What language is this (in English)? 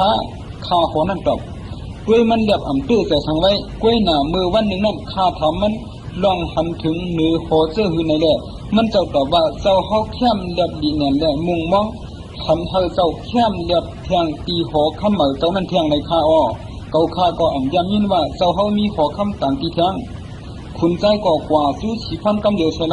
Shan